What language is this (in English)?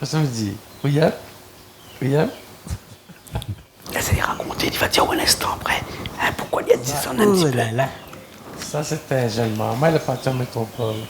Réunion Creole French